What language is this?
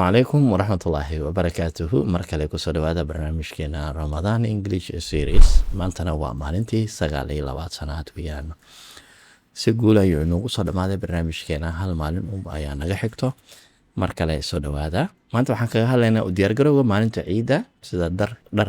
Somali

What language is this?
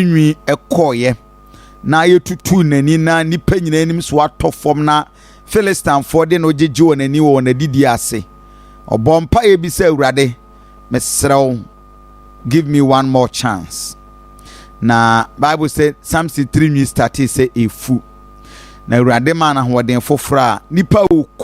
Akan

